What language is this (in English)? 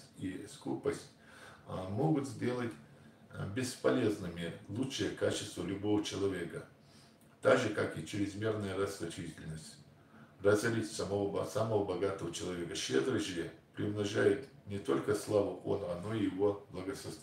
Ingush